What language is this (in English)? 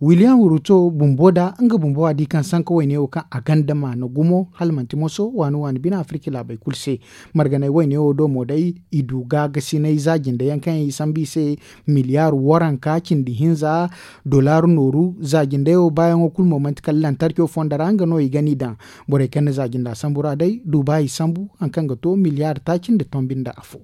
Zarma